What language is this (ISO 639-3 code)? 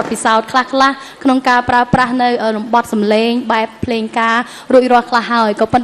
khm